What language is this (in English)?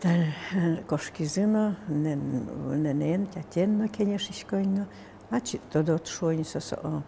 Udmurt